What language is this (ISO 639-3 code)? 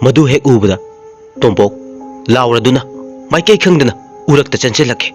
mni